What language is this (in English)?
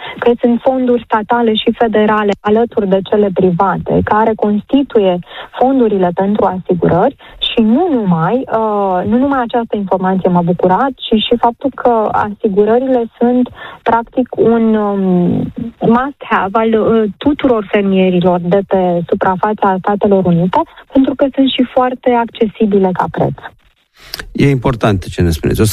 Romanian